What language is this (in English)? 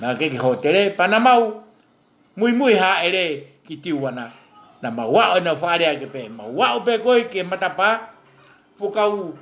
Tongan